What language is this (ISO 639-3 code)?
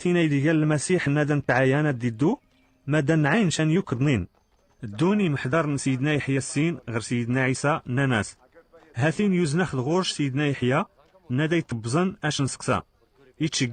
kab